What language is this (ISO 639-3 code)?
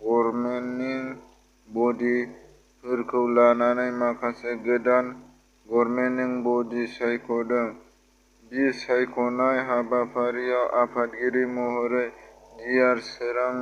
brx